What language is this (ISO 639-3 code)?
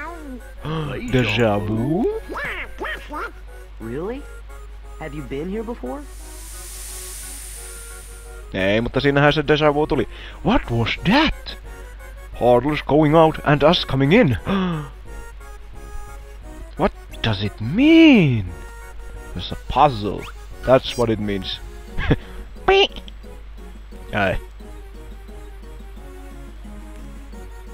fin